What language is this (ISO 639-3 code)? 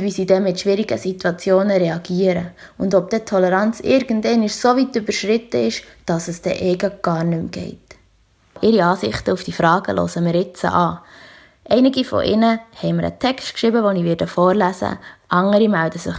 gsw